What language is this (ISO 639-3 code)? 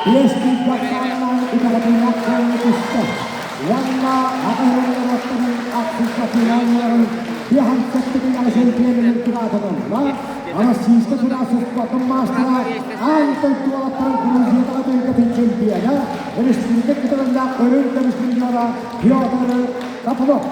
sah